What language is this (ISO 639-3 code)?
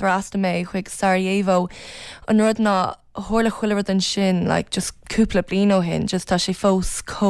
gle